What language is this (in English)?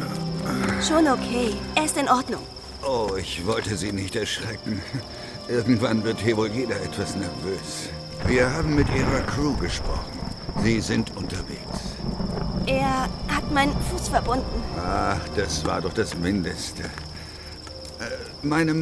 Bavarian